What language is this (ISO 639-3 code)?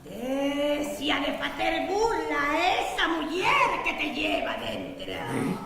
ast